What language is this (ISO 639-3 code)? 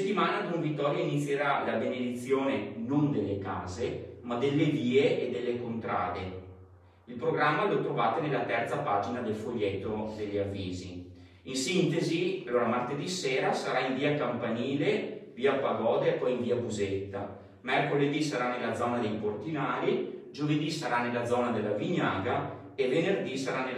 ita